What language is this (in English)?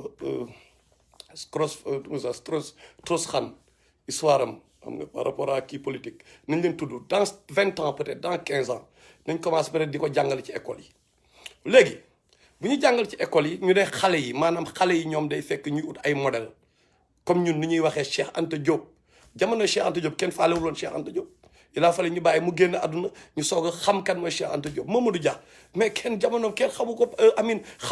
Wolof